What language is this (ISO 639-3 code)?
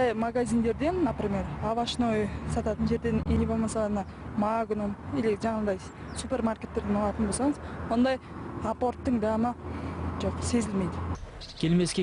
kaz